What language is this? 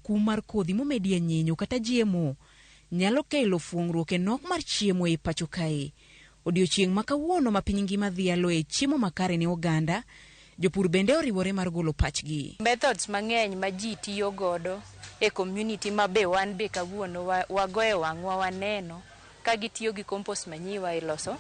Luo (Kenya and Tanzania)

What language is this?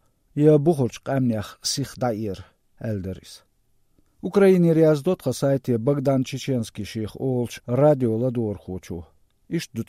Chechen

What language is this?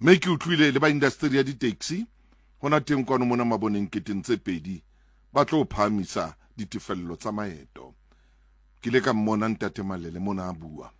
Southern Sotho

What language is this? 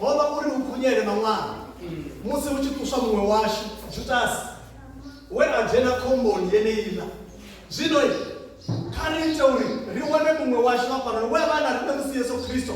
Venda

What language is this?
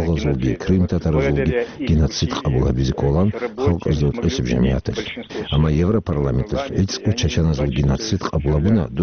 Avaric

